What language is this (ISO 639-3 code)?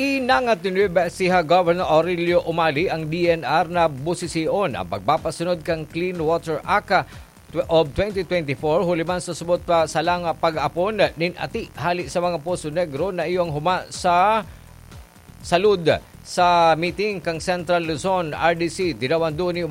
bik